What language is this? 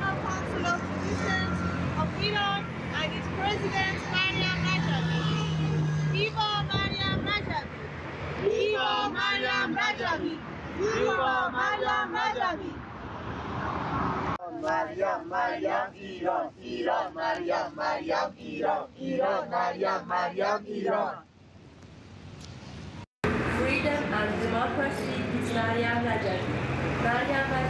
Persian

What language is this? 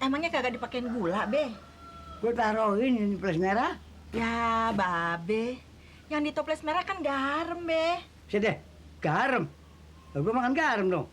Betawi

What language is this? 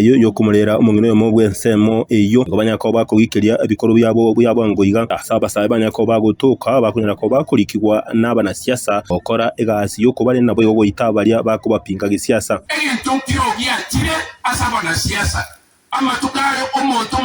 Gusii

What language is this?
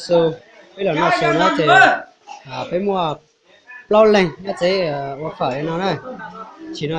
Hmong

